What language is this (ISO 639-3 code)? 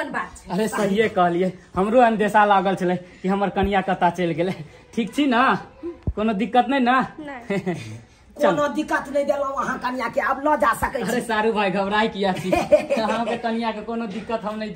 mai